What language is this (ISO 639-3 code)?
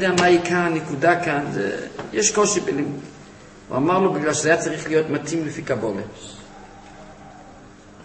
heb